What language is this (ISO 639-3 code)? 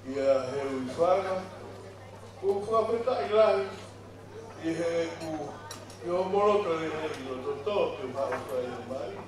ton